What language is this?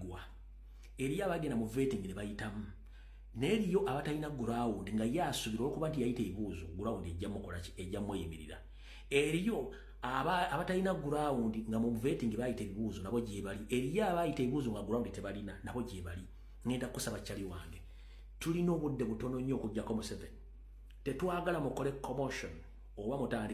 Ganda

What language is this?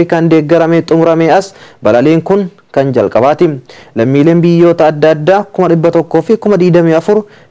Oromo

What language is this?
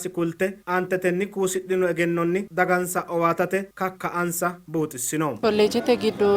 Sidamo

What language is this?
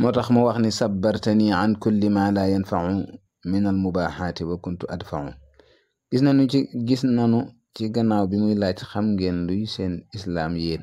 Wolof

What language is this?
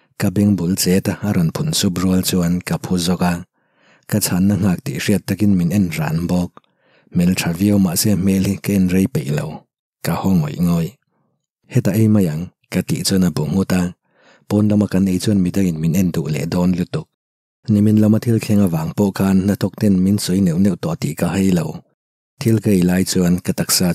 Mizo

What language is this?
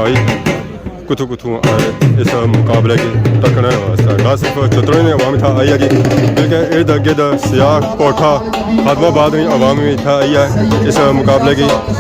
Pahari-Potwari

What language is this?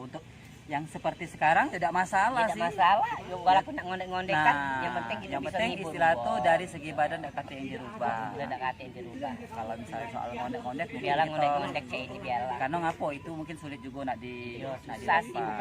Musi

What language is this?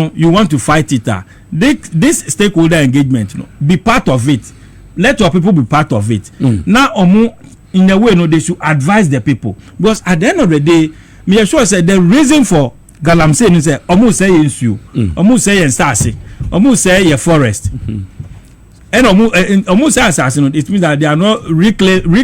Akan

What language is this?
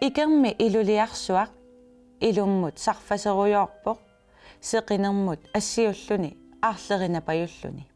Kalaallisut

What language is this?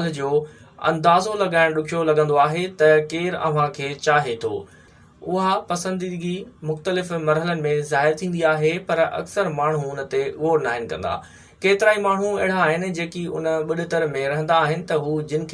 Sindhi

